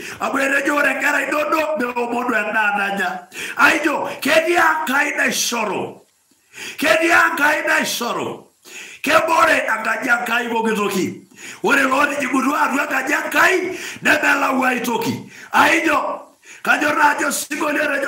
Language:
Masai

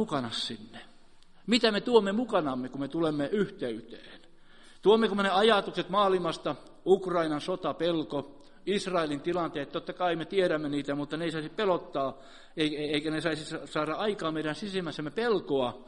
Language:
Finnish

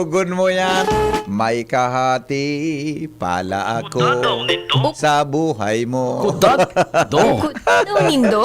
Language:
Bikol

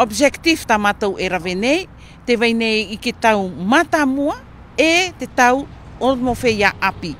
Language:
Tahitian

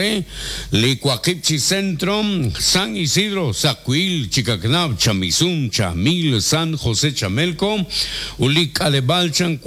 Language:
Kekchí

